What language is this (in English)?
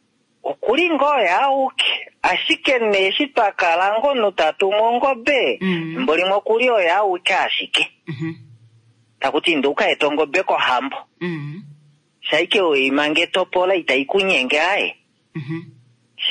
Kuanyama